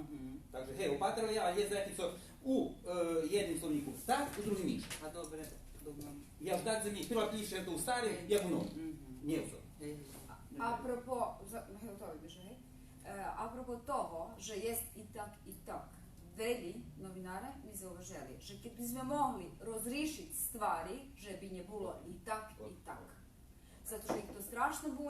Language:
Rusyn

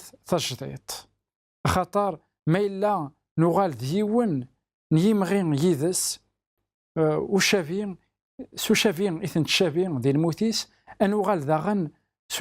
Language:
Kabyle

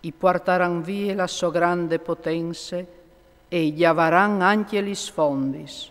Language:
Friulian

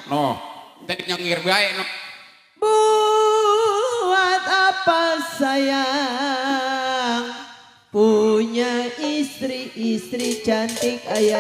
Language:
Betawi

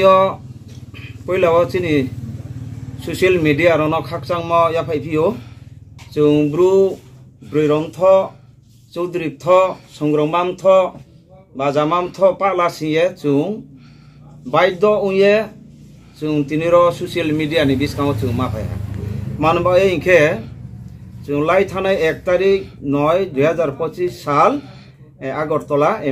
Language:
Riang (India)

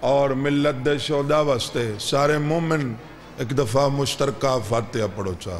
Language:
Saraiki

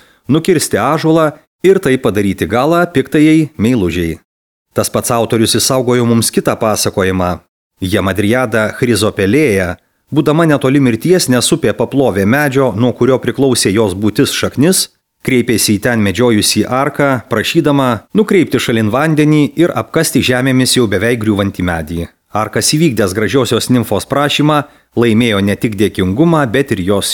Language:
Lithuanian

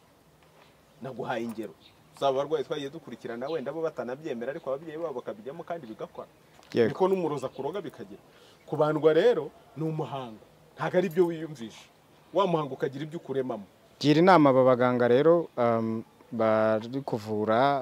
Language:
Kinyarwanda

